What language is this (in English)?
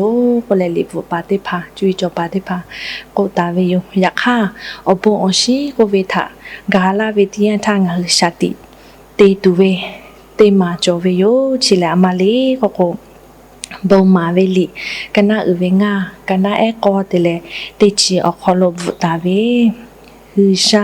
Lahu